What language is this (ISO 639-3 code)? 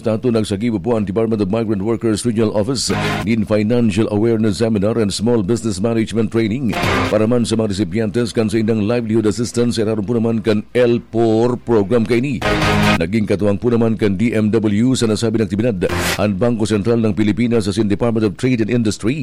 bik